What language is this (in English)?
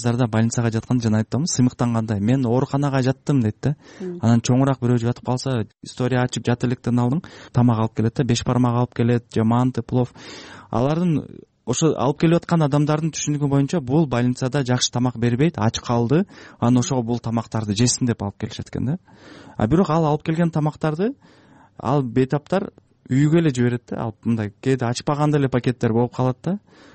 Kyrgyz